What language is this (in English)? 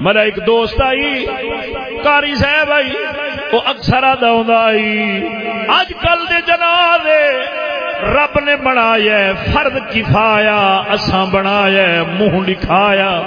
Saraiki